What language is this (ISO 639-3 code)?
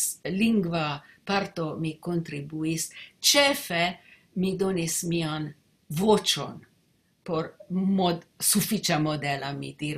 epo